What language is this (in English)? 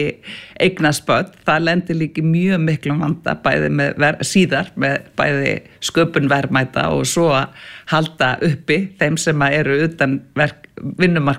Icelandic